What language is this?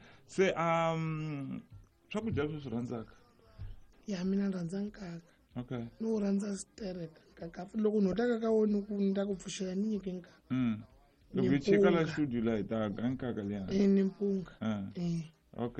Tsonga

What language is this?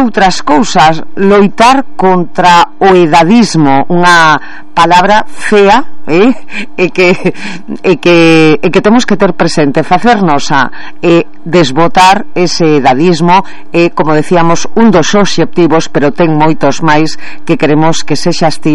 Galician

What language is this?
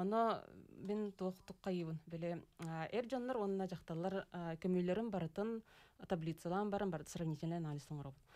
Yakut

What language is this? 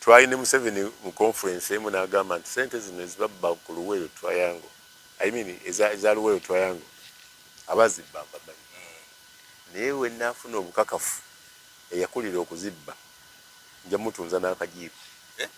Ganda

